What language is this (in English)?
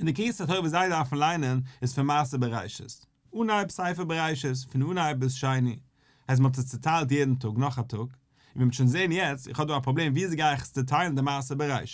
Yiddish